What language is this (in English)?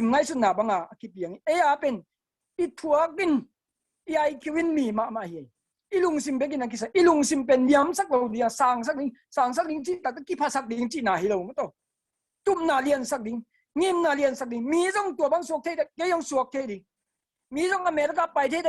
Tedim Chin